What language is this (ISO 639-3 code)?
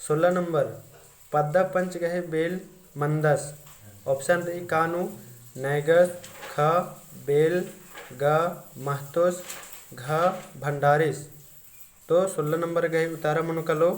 kru